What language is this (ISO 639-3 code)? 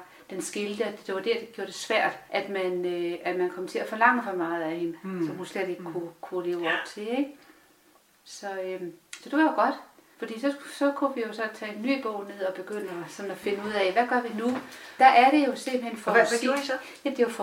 dan